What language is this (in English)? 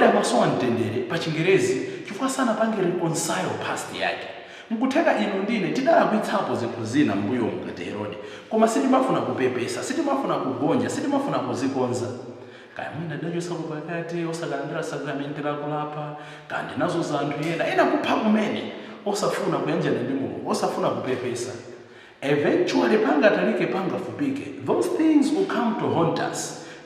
Nyanja